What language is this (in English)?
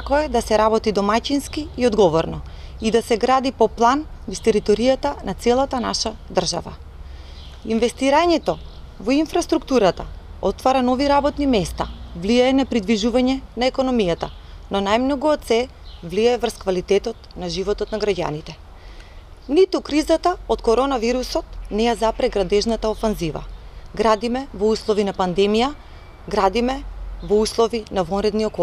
Macedonian